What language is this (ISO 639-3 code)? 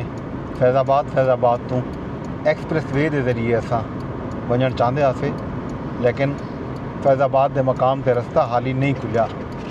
skr